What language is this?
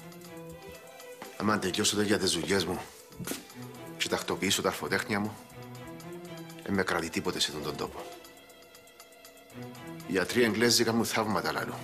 Greek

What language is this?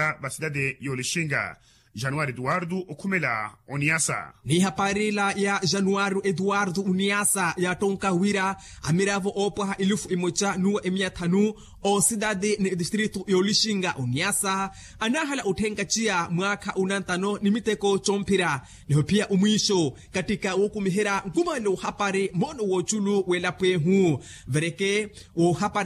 Makhuwa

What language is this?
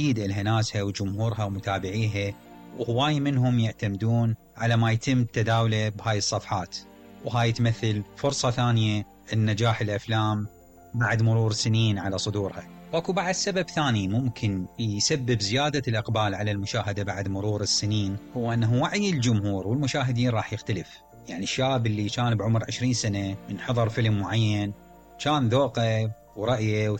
Mesopotamian Arabic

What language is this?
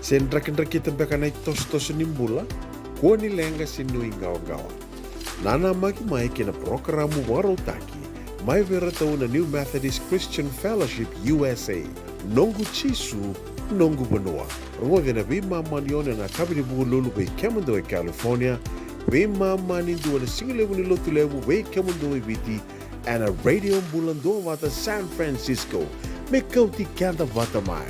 Fijian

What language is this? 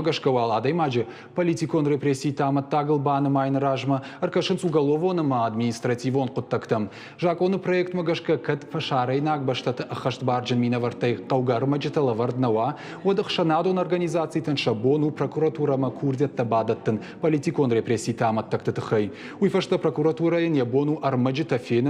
Ossetic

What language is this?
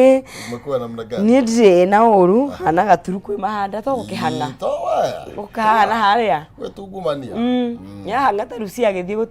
Kikuyu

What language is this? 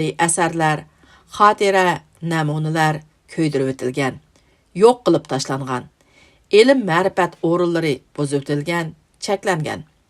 Uyghur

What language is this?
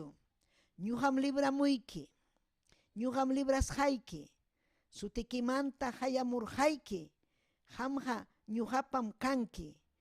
Ayacucho Quechua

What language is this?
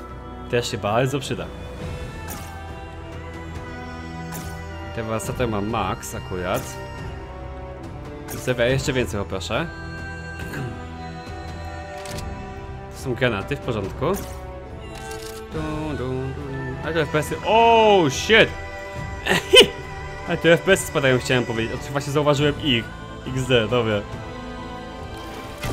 Polish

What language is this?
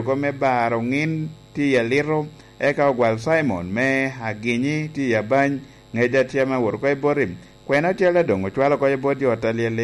Lango (Uganda)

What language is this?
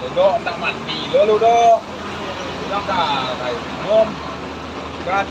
Minangkabau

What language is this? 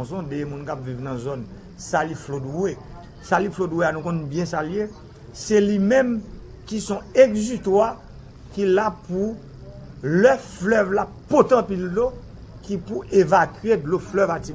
Haitian Creole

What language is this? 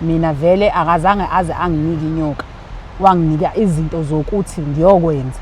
Zulu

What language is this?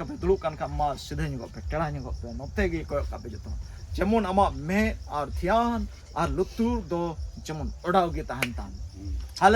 Santali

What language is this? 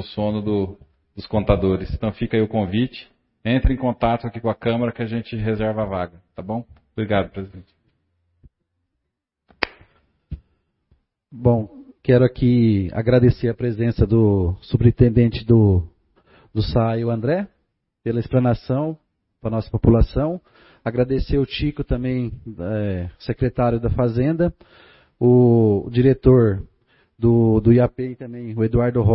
Portuguese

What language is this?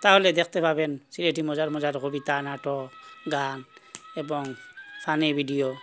Sylheti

